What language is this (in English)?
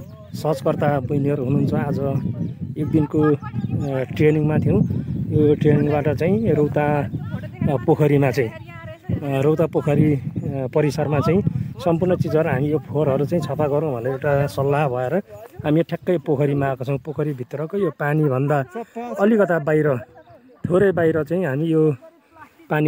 Nepali